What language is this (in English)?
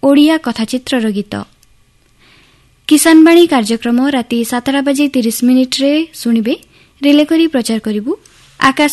Odia